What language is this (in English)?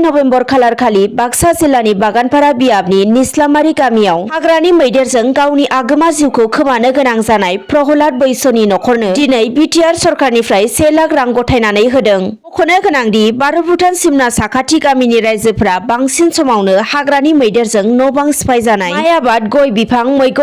Bodo